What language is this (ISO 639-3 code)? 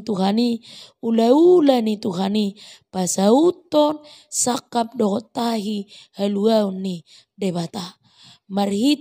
bbc